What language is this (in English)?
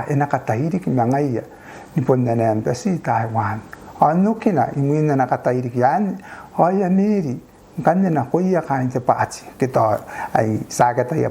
Gilbertese